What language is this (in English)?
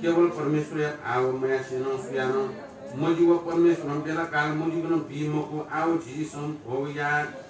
Newari